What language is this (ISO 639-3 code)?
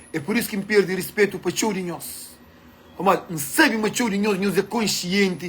kea